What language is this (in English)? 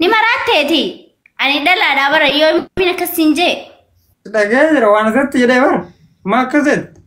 Oromo